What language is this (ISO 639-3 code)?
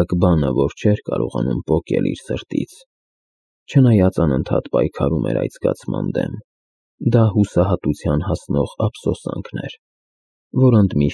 hye